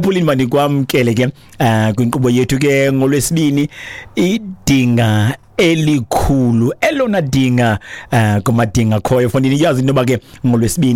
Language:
Xhosa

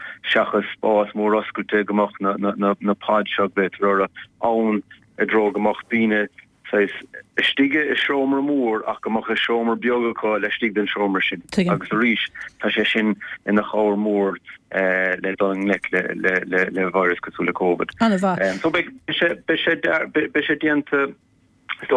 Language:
Irish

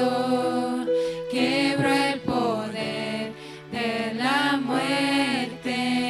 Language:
Plautdietsch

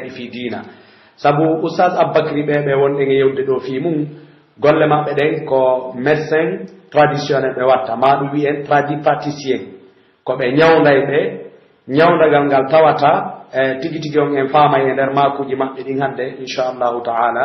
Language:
Pular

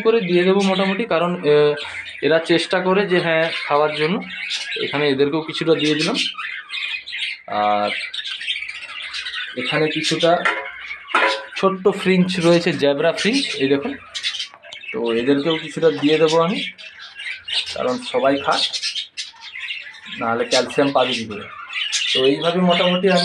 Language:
Bangla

